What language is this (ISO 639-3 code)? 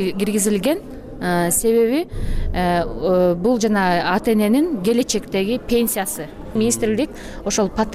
kir